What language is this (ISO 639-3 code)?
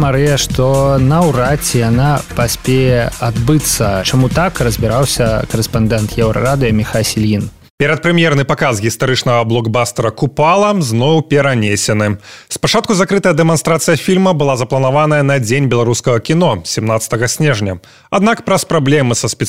bel